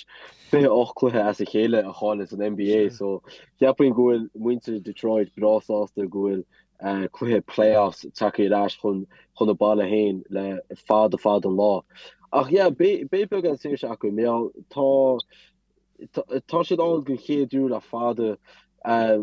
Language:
Irish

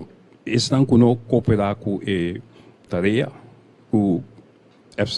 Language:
Papiamento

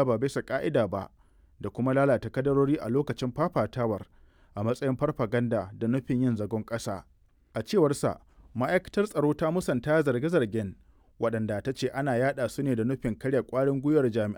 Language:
Hausa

